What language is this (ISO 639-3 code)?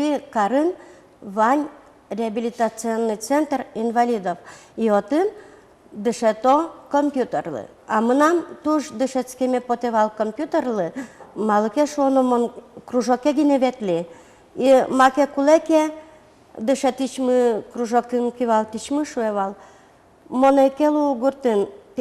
udm